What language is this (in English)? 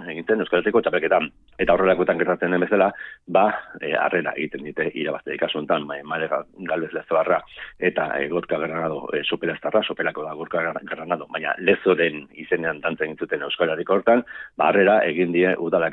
Basque